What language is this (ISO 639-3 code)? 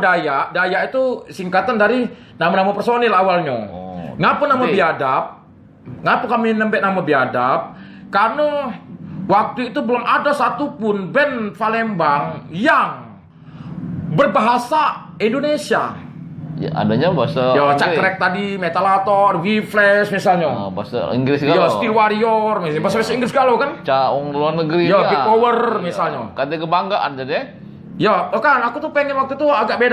mui